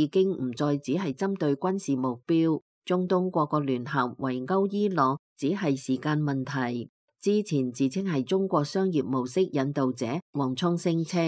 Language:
Cantonese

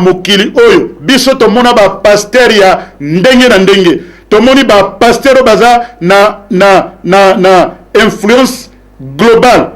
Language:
Lingala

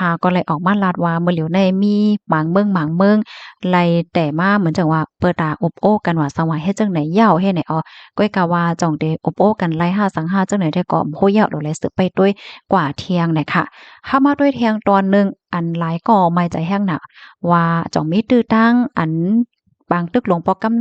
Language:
Shan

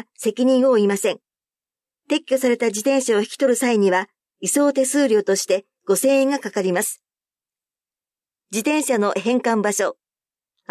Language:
Japanese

